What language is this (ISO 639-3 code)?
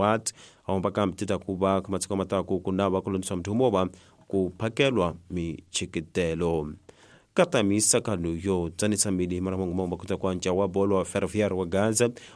tso